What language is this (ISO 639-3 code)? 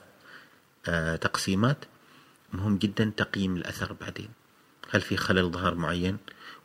afb